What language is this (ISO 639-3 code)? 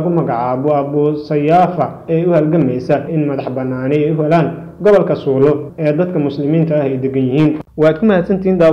som